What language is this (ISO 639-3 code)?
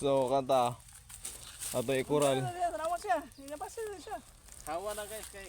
ceb